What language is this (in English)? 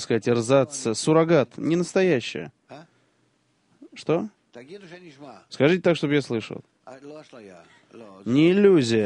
Russian